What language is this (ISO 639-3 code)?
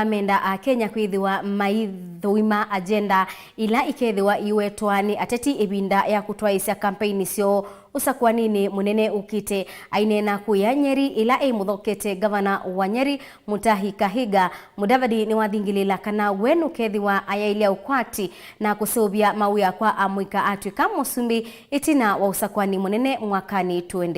kam